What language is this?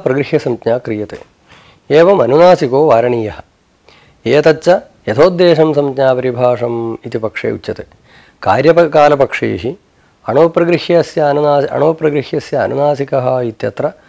Sanskrit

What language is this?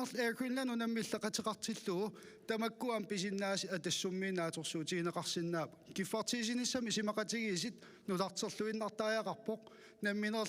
Kalaallisut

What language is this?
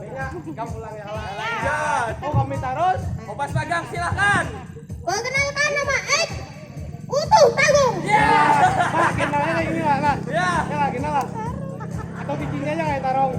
Banjar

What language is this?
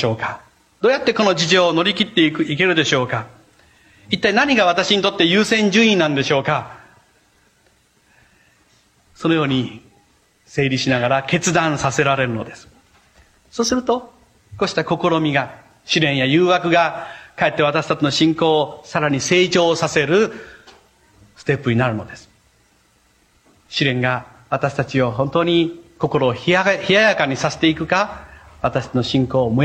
Japanese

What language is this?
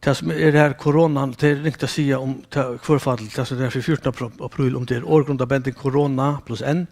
Faroese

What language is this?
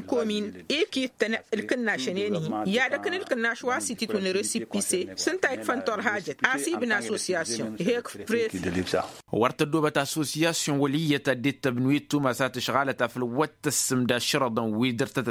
Tamasheq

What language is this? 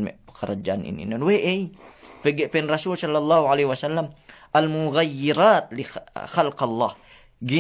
Yakan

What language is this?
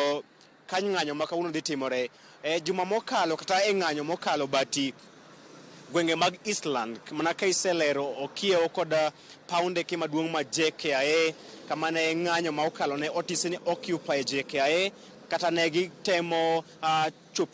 Luo (Kenya and Tanzania)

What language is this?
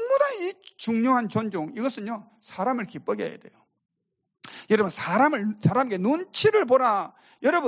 Korean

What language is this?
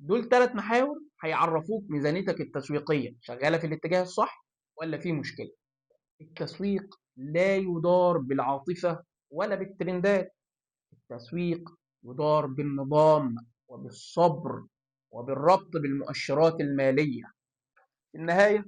Egyptian Arabic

